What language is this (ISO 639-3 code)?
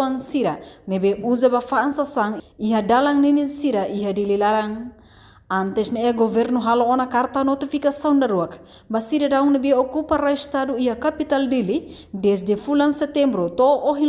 tet